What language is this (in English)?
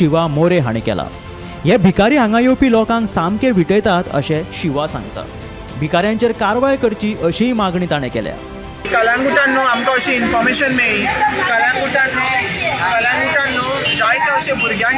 Konkani